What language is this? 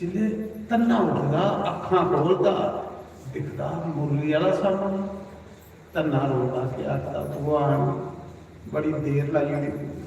Dogri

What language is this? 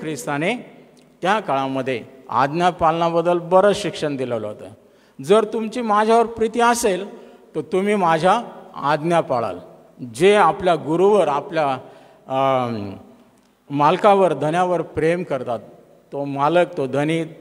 Marathi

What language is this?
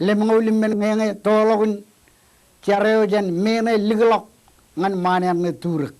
Marshallese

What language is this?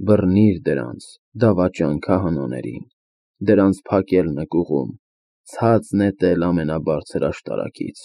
Armenian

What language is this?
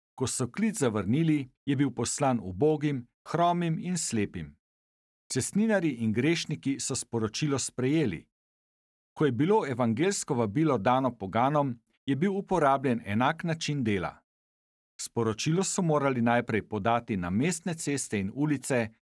Slovenian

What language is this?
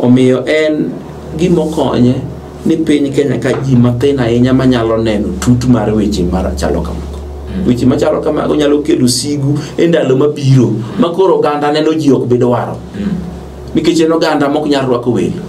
Luo (Kenya and Tanzania)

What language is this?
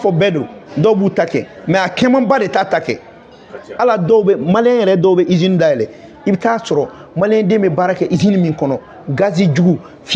Bambara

